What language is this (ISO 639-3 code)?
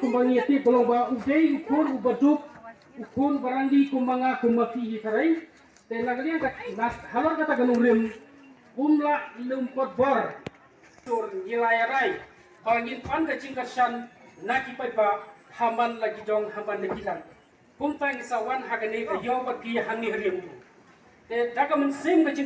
kha